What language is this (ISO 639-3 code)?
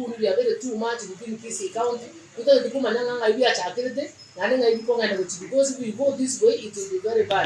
guz